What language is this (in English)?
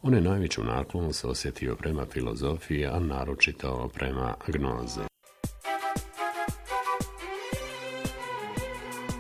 Bosnian